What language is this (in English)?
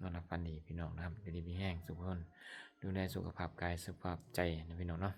Northeastern Thai